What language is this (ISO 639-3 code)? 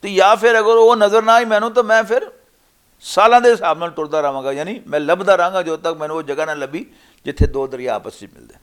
lah